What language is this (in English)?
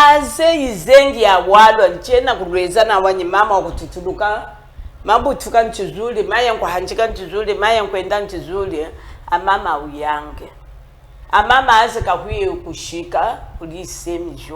Chokwe